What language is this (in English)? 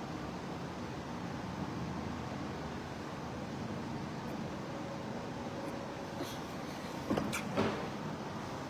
Thai